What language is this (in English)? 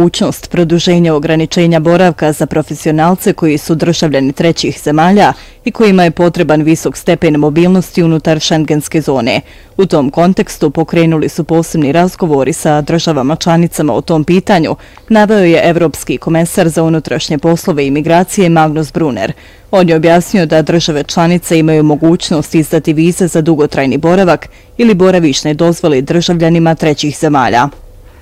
Bosnian